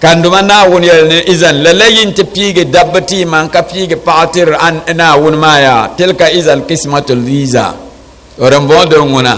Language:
Dagbani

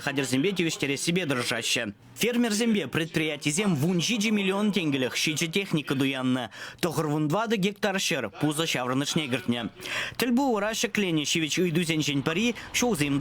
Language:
Chuvash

